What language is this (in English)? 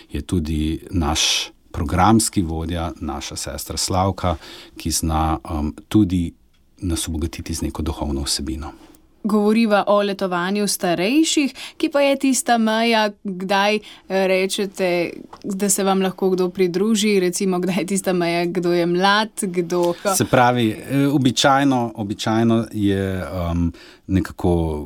Slovenian